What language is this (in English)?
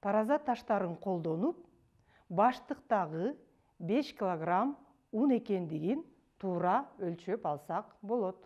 Kyrgyz